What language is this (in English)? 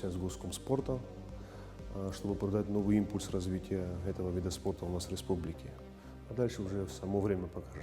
Abkhazian